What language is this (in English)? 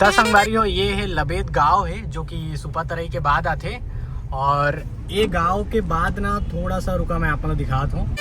Chhattisgarhi